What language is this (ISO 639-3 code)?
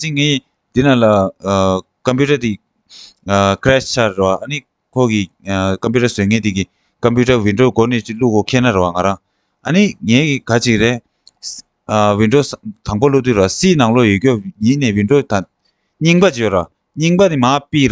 bod